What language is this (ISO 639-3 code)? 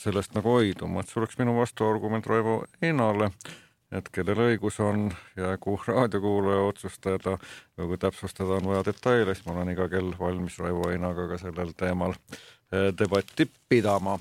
est